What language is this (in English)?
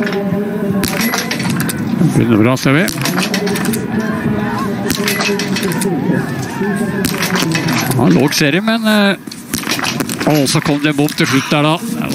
Norwegian